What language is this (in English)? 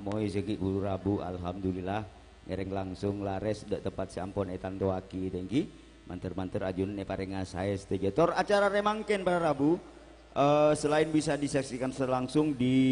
Madurese